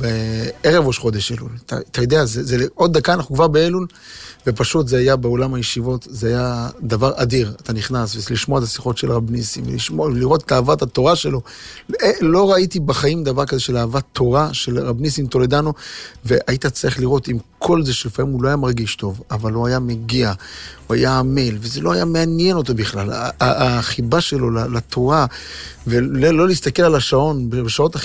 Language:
Hebrew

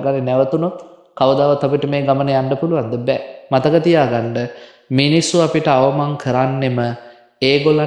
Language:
Sinhala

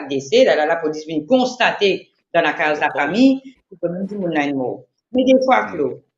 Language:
Morisyen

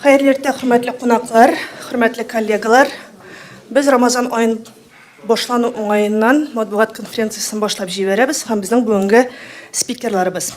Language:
Tatar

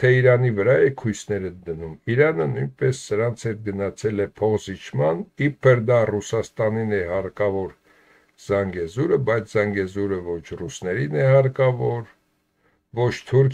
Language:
Armenian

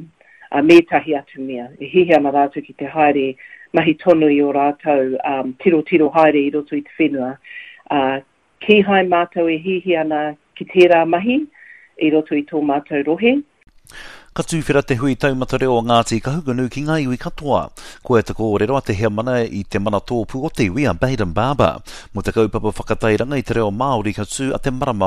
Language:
Māori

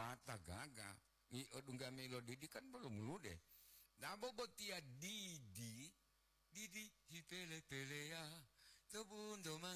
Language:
Gorontalo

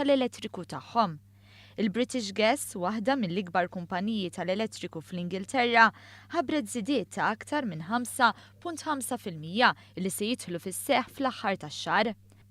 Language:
Maltese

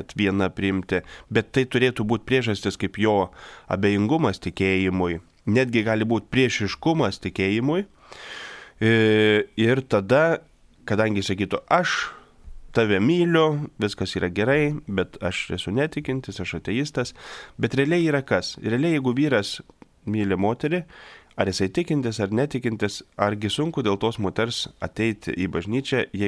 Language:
Lithuanian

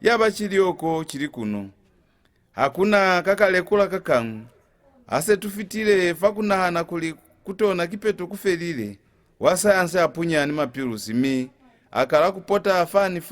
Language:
Lozi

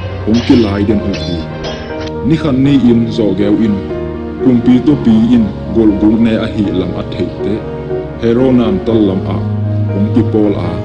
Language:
Tedim Chin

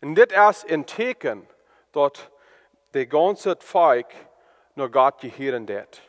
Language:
Plautdietsch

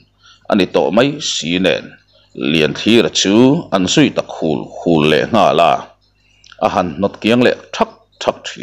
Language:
Mizo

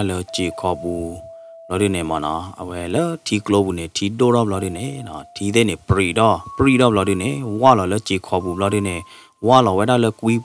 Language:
S'gaw Karen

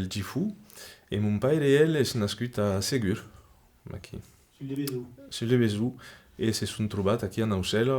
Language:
Occitan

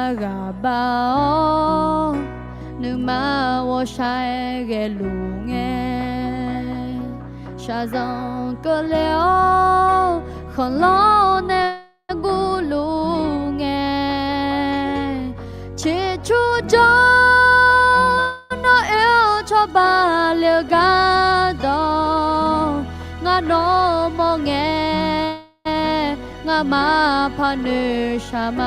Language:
Akha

